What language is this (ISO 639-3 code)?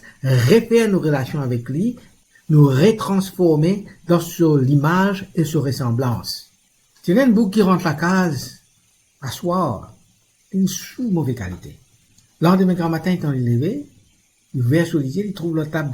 mfe